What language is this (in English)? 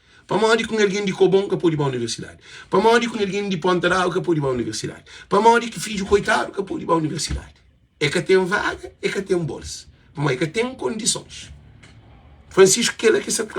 Kabuverdianu